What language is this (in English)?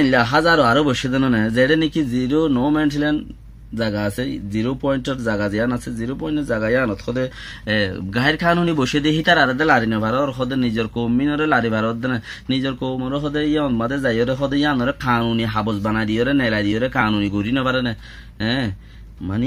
Rohingya